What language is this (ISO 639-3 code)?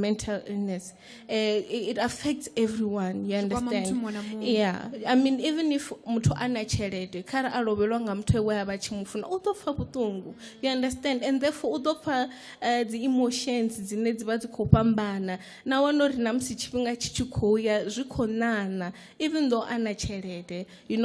ven